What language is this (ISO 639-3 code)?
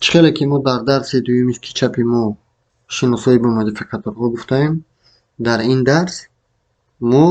tgk